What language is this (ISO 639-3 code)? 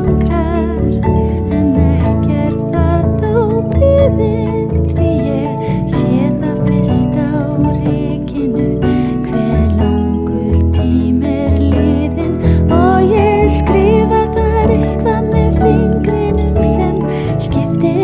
isl